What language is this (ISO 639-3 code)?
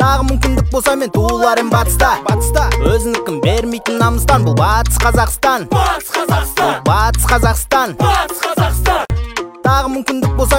kaz